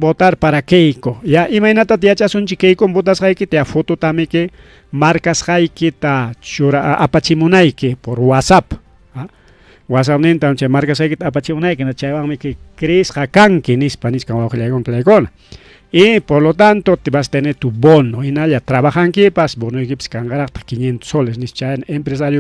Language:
Ayacucho Quechua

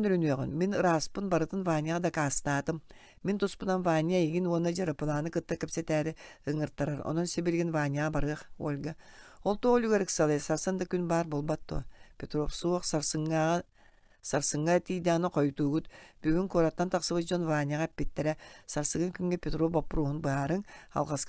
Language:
Yakut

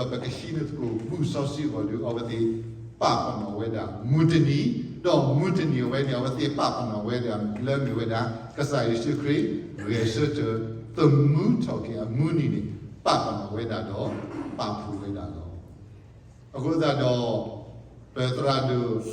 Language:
S'gaw Karen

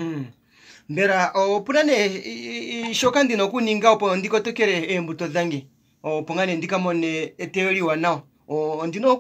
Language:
Kuanyama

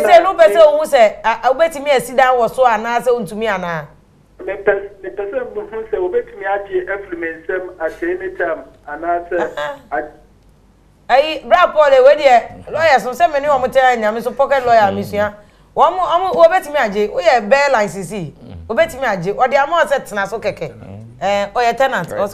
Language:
Akan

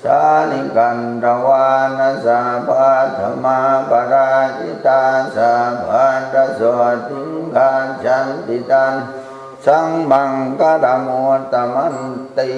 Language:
Pali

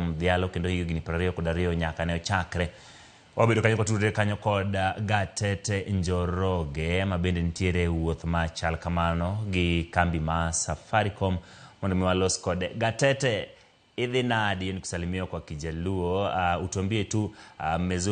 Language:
Luo (Kenya and Tanzania)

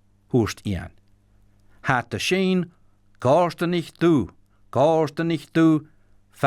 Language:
Scottish Gaelic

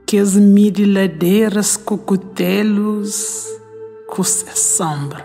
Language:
Kabuverdianu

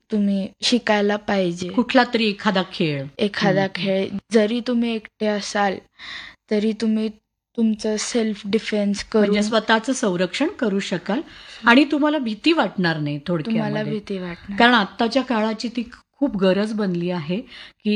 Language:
Marathi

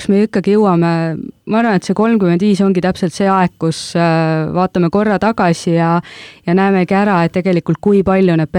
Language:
Estonian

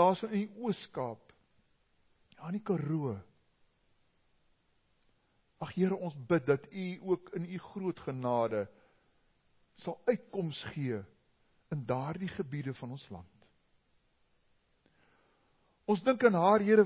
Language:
Afrikaans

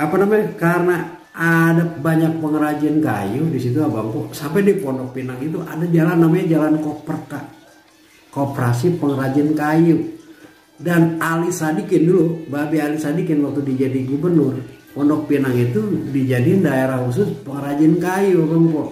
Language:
Betawi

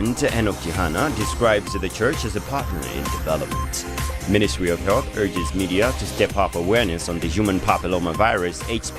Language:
English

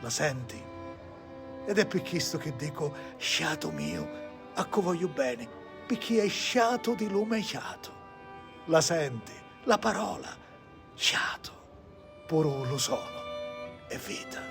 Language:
Sicilian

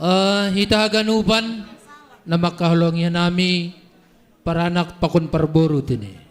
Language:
Batak Simalungun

